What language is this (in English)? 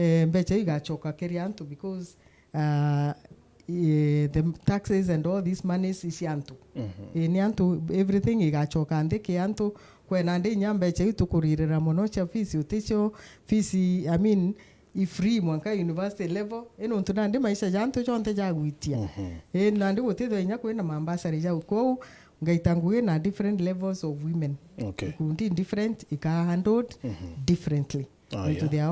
Meru